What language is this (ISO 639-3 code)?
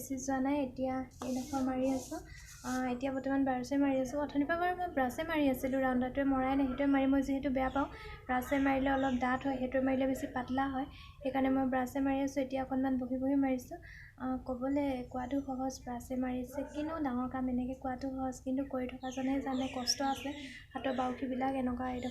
asm